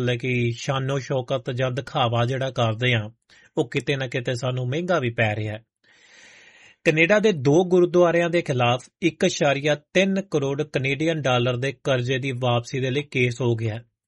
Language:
Punjabi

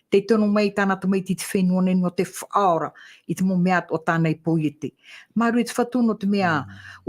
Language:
Tahitian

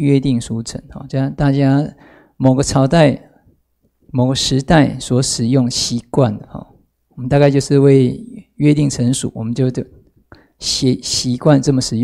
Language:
Chinese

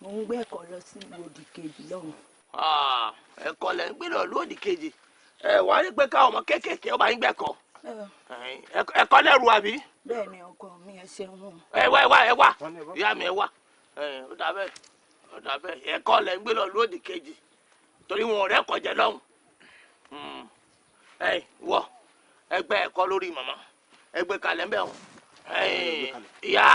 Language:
Yoruba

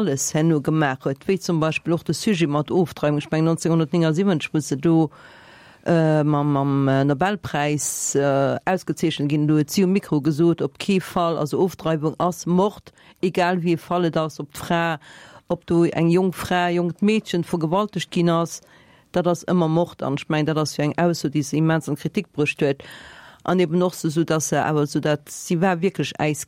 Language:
Luxembourgish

